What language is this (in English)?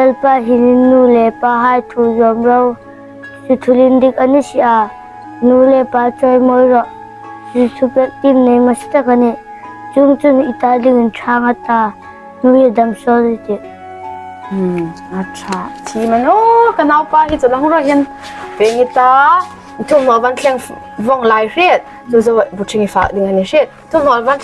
Hmar